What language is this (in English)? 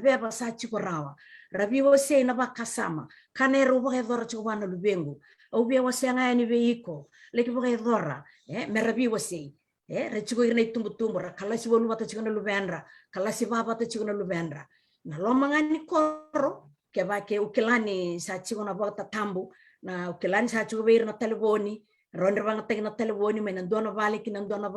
Fijian